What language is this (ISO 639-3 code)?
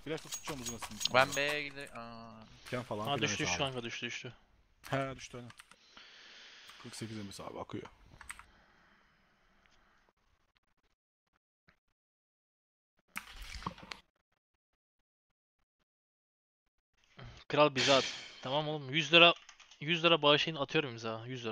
tur